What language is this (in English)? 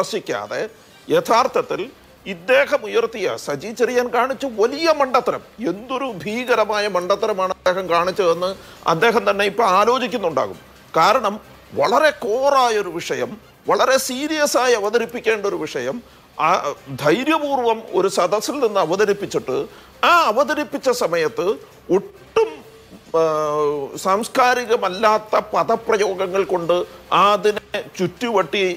Malayalam